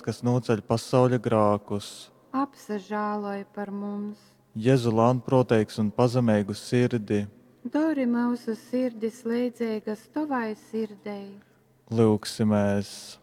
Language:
Latgalian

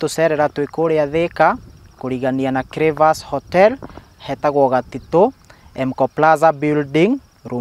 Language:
Kikuyu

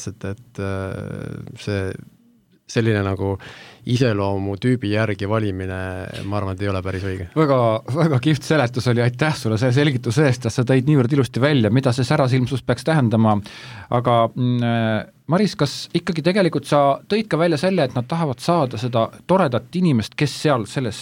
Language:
Estonian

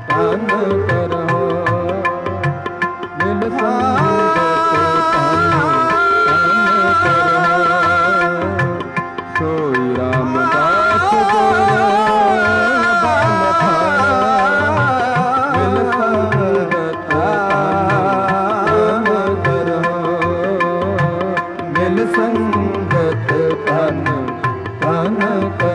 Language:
Punjabi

